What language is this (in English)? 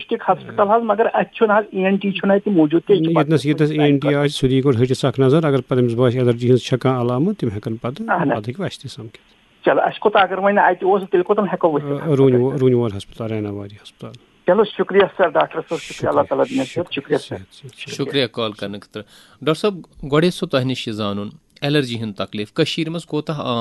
Kashmiri